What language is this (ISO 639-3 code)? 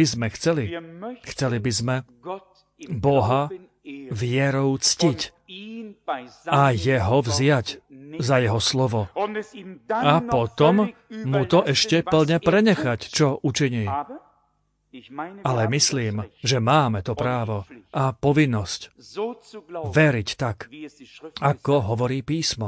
slk